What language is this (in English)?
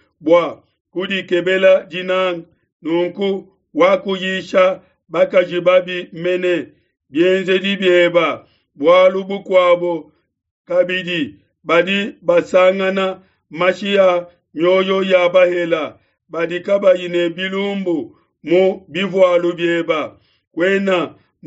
Luba-Lulua